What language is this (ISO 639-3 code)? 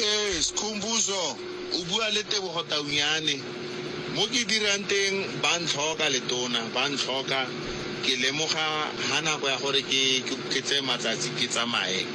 nso